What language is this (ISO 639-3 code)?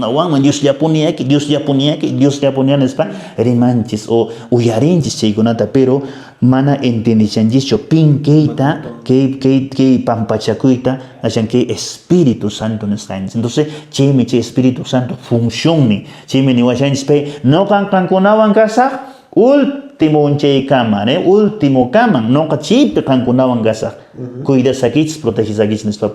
que